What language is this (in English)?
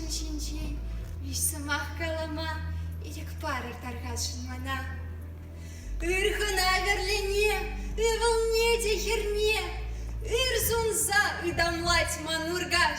Chuvash